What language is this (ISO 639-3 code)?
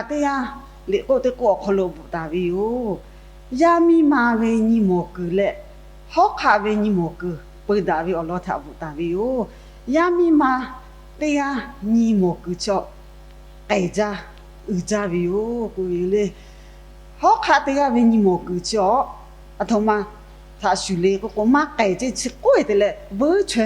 lhu